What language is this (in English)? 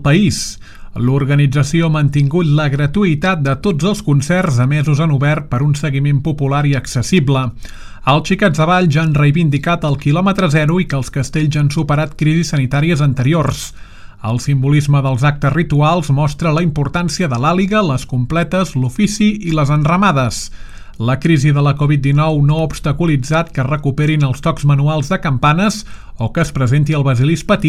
Catalan